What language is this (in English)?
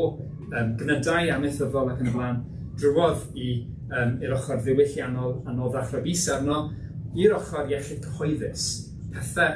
Welsh